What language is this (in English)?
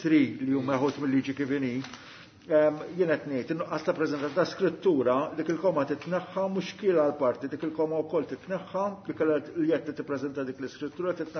Maltese